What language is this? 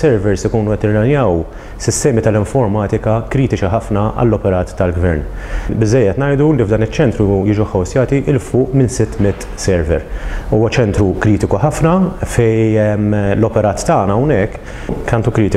Maltese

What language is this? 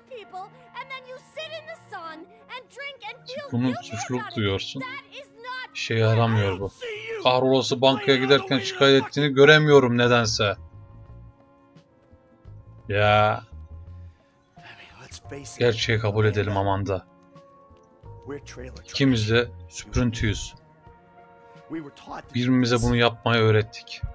Turkish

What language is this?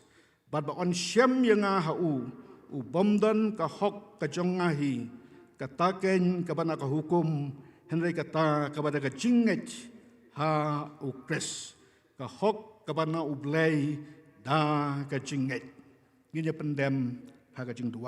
Khasi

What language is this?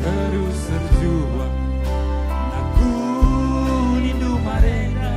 Batak Karo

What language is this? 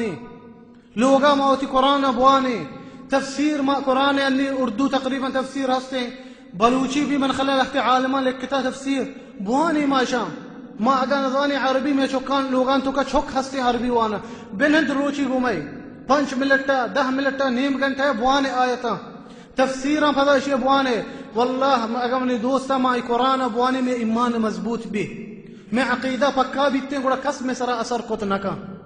Baluchi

